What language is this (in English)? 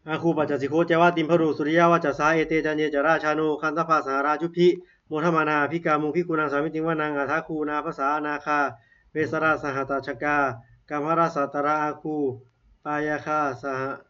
Pali